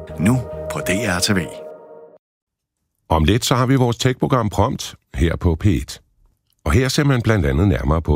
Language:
Danish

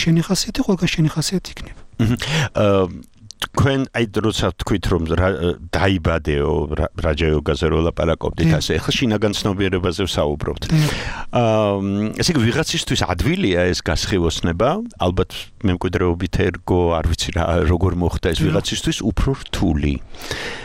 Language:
Georgian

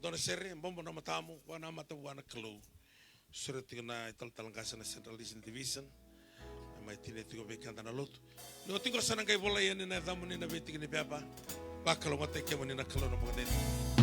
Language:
Fijian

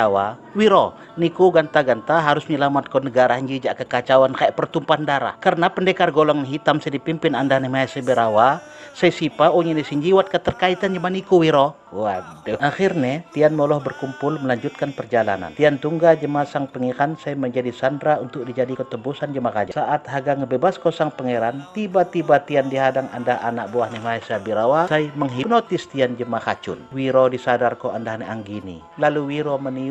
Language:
Lampung Api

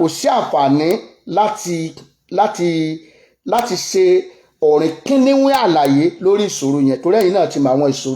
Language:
Yoruba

